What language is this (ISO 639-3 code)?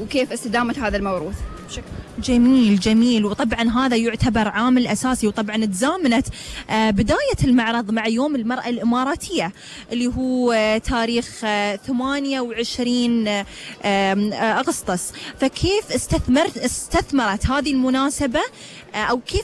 afb